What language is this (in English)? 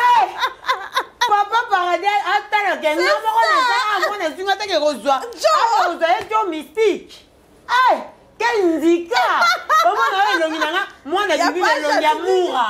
Lingala